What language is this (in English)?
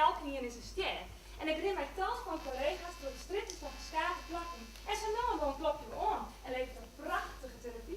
Western Frisian